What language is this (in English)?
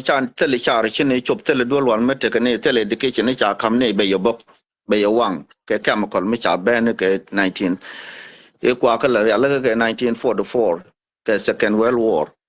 Nuer